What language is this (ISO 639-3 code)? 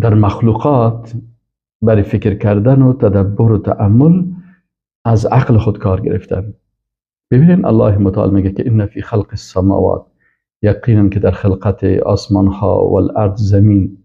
fas